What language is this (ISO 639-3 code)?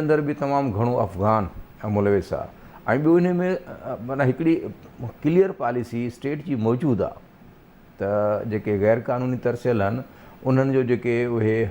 snd